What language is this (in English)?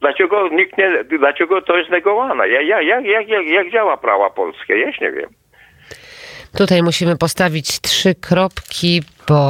Polish